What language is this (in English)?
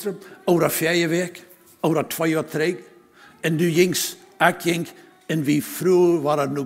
Plautdietsch